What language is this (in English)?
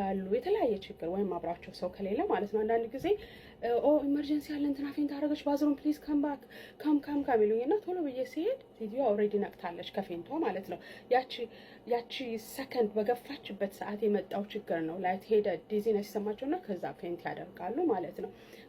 Amharic